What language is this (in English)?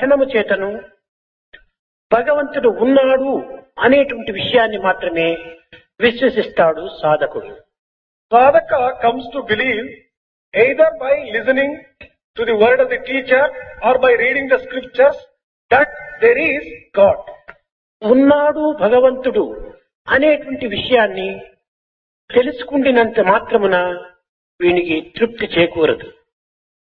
Telugu